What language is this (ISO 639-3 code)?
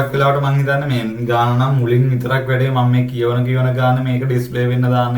sin